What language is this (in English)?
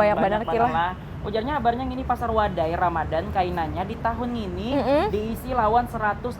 Banjar